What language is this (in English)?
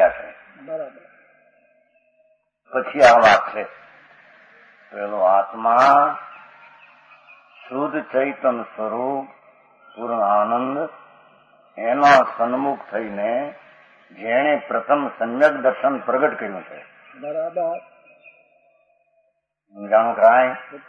Gujarati